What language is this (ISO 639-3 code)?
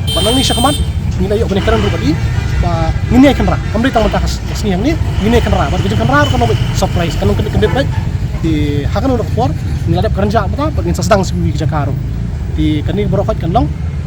kha